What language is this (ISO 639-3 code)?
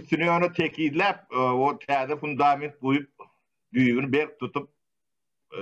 tuk